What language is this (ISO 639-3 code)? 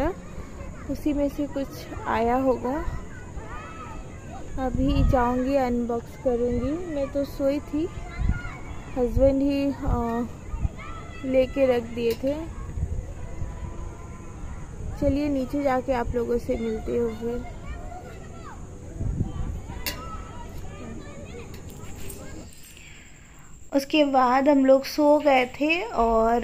hin